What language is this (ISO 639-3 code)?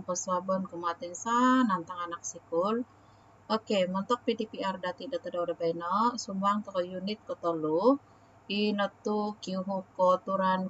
dtp